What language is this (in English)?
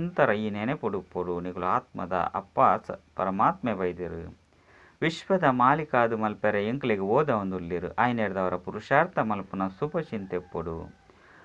Tulu